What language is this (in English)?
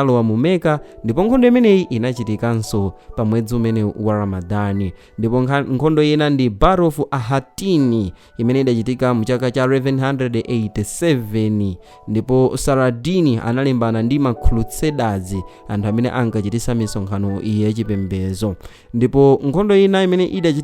Nyanja